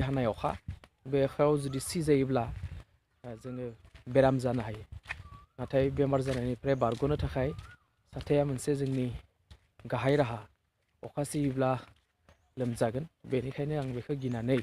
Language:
Bodo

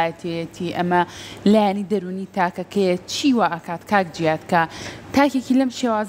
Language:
Central Kurdish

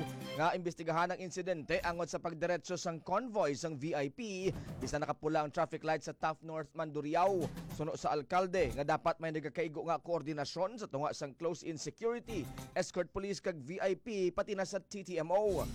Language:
Hiligaynon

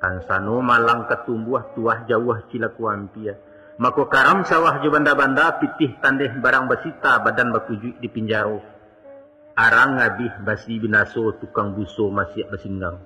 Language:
Minangkabau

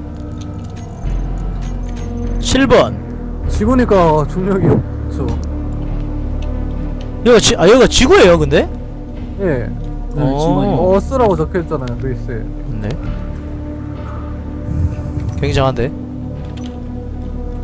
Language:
Korean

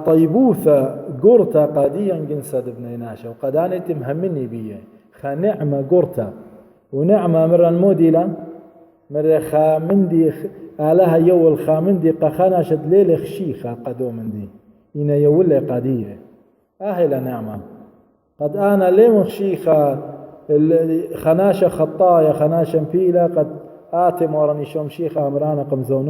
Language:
Assyrian Neo-Aramaic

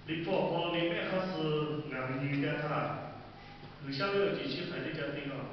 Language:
Lahu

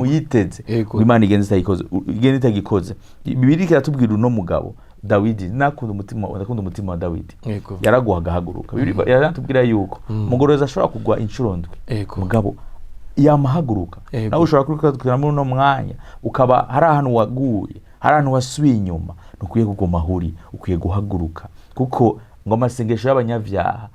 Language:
Rundi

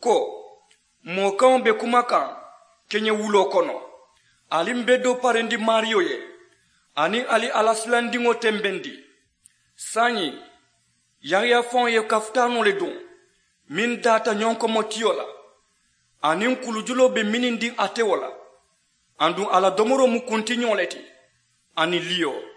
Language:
Mandingo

